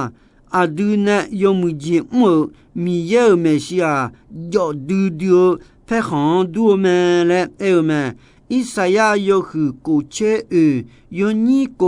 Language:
Akha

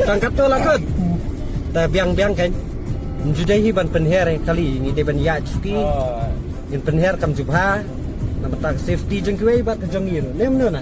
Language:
Khasi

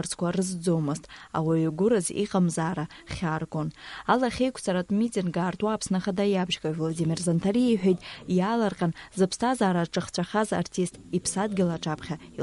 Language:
Abkhazian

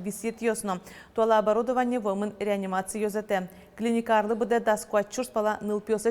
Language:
Udmurt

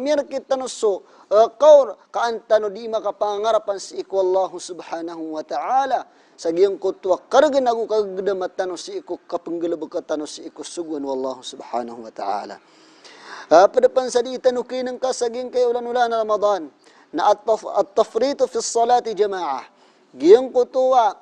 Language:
Maranao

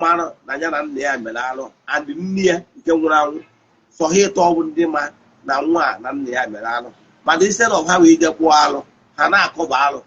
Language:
Igbo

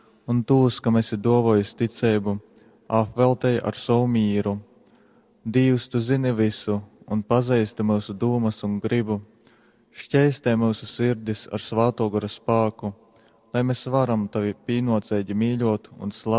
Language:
Latgalian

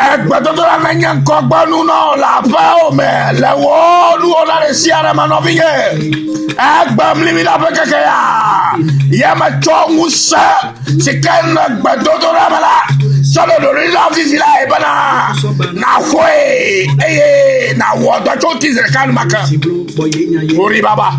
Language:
Ewe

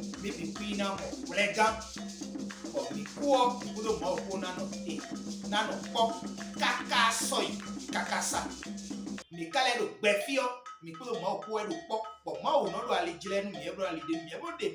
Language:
Fon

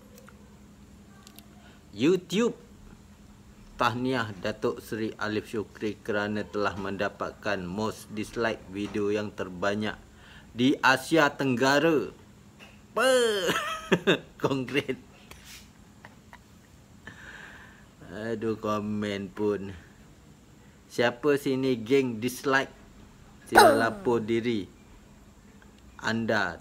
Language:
Malay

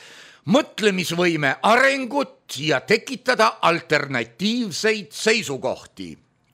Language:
Estonian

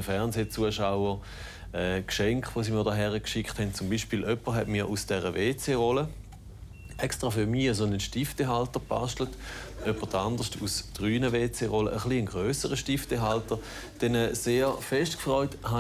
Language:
Swiss German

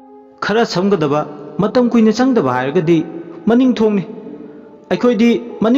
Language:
Manipuri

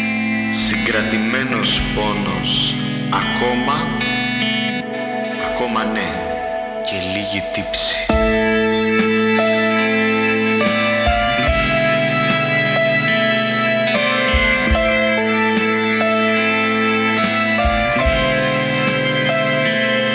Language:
Greek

